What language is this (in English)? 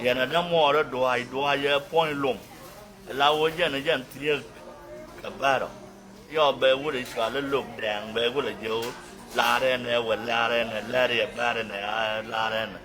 Nuer